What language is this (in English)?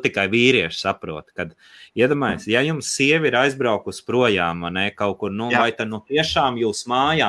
Latvian